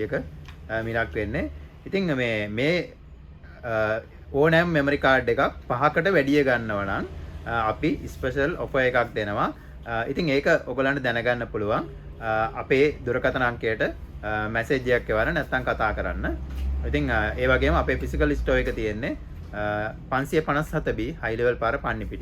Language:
Sinhala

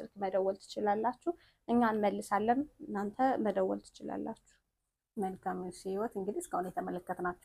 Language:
Amharic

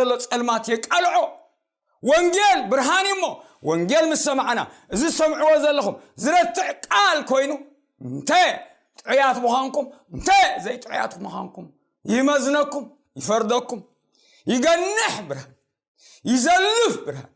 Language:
Tigrinya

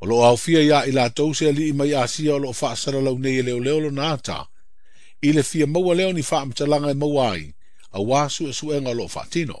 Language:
Samoan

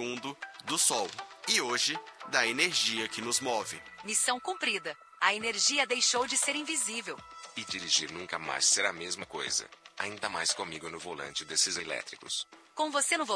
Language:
Portuguese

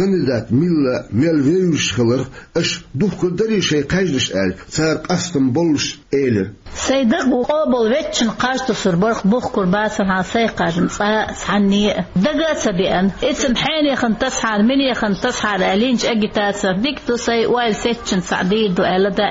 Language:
Chechen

